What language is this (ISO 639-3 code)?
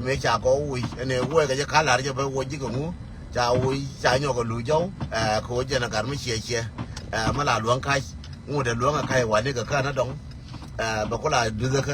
nus